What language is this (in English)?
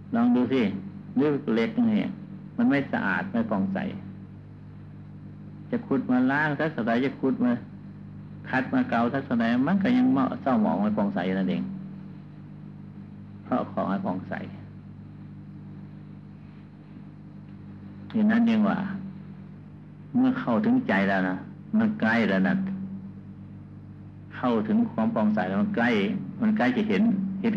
Thai